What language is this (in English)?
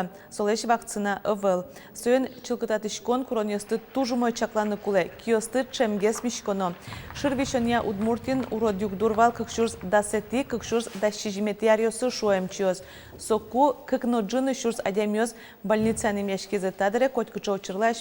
Udmurt